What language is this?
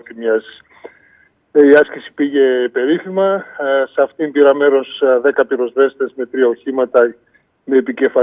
Greek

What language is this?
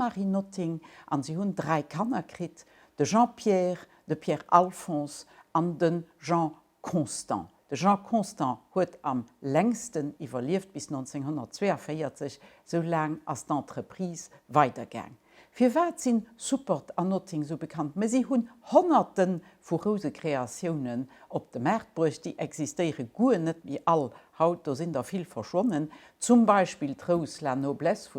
Luxembourgish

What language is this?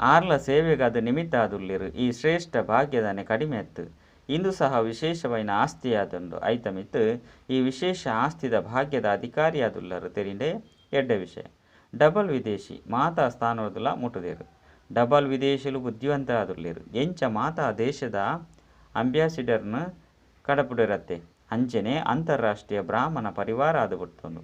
Tulu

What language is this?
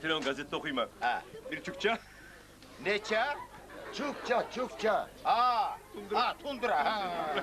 Kumyk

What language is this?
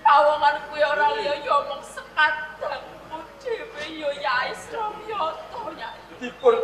Javanese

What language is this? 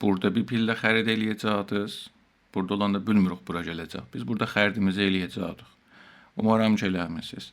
South Azerbaijani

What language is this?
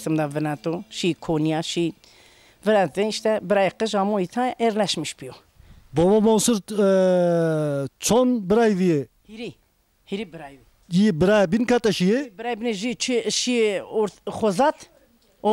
Zaza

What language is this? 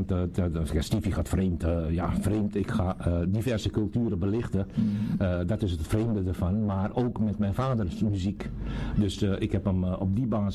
Dutch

